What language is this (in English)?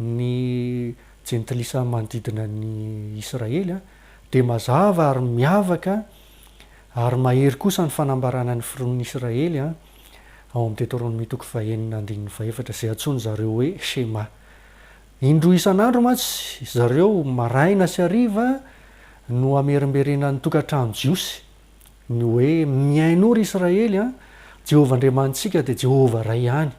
Malagasy